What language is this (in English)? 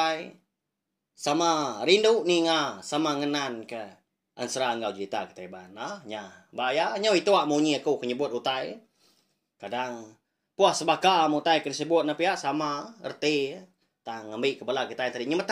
Iban